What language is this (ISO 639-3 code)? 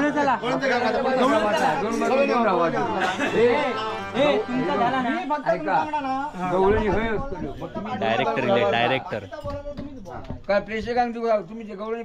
mar